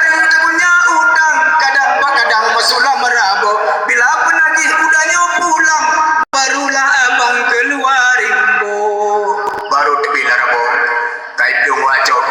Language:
Achinese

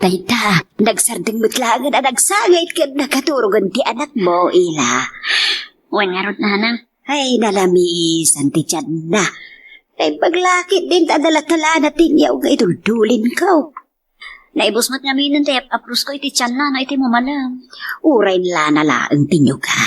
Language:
Iloko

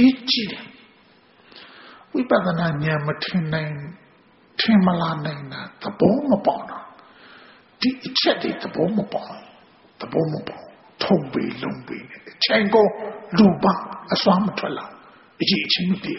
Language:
Burmese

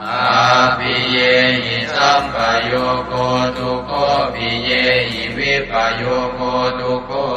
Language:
Pali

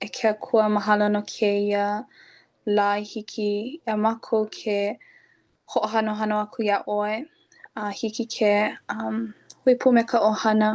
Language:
Hawaiian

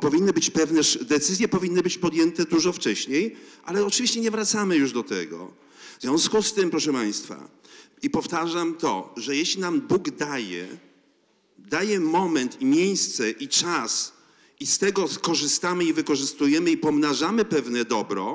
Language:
Polish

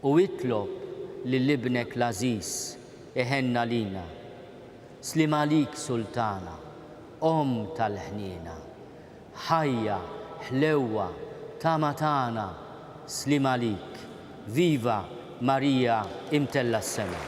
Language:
Maltese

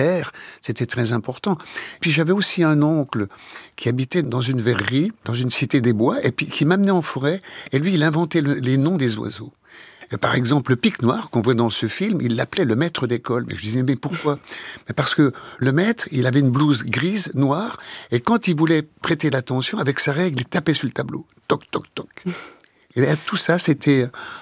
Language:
French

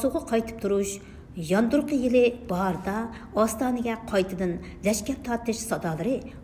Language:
Uyghur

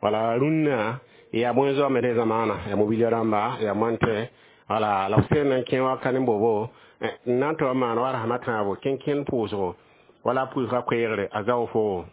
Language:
Mossi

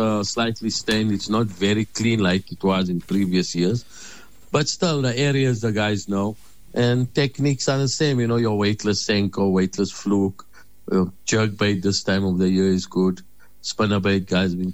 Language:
English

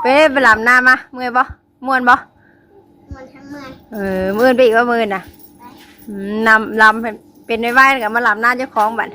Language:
Northeastern Thai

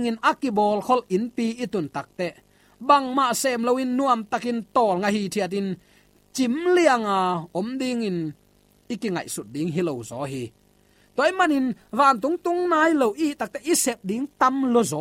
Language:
Tedim Chin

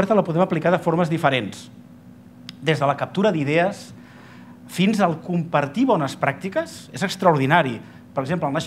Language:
Catalan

